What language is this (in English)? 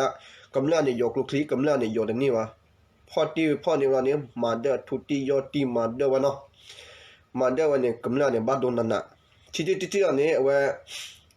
S'gaw Karen